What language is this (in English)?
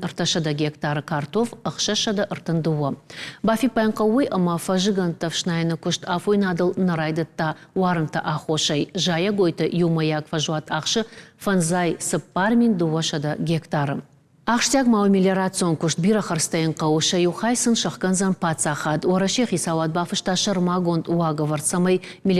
Ossetic